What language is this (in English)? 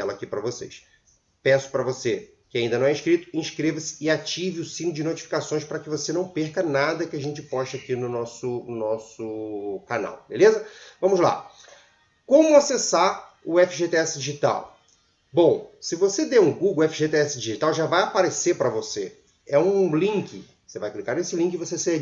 Portuguese